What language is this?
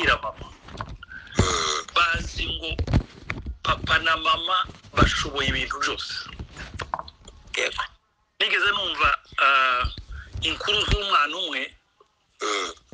Kinyarwanda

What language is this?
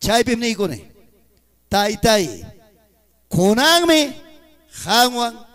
Ayacucho Quechua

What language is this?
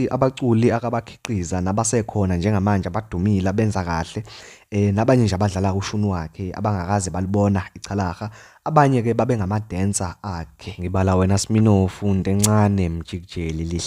Zulu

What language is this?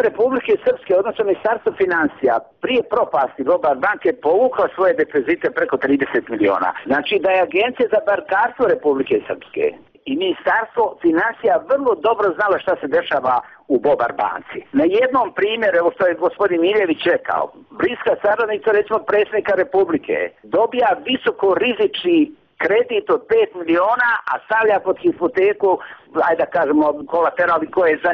Bosnian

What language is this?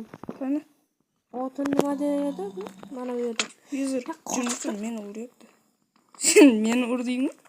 Uzbek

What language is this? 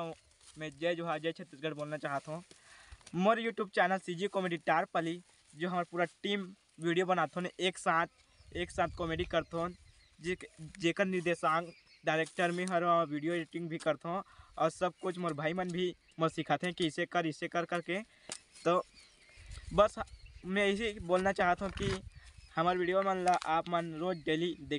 Chhattisgarhi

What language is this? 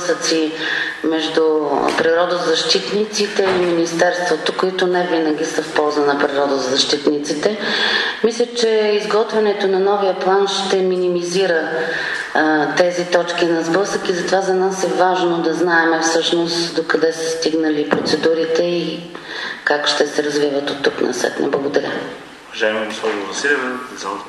Bulgarian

